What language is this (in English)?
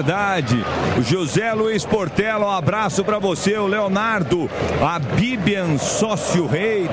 Portuguese